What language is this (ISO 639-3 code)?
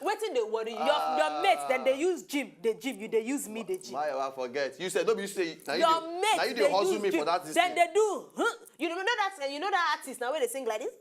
pcm